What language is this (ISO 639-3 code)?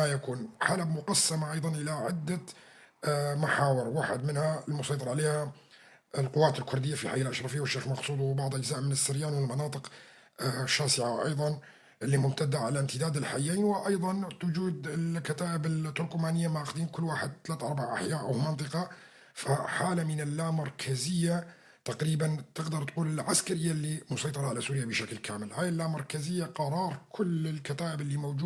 apc